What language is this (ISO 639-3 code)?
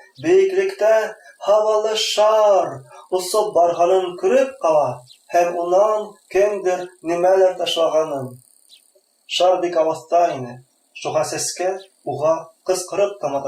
bak